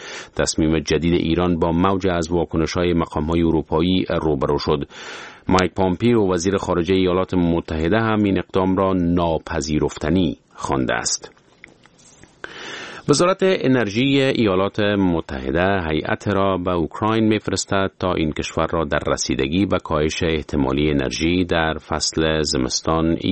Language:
Persian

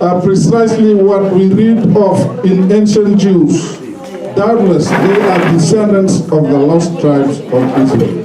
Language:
Fijian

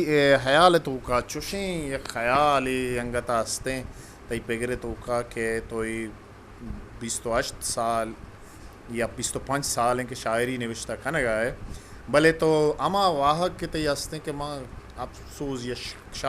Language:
Eastern Balochi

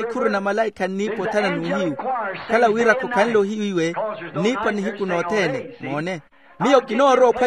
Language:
Makhuwa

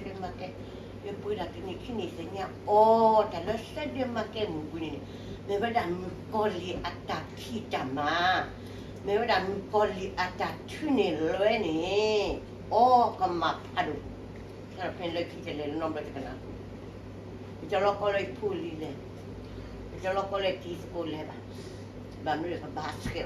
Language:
S'gaw Karen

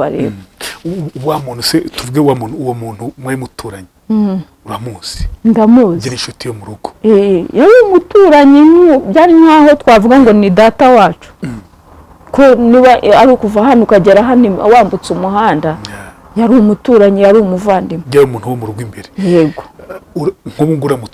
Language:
Kinyarwanda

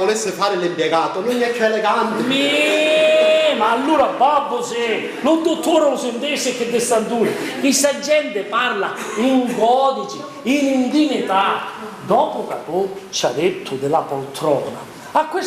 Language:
Sicilian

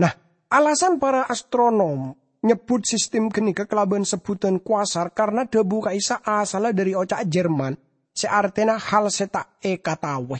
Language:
Madurese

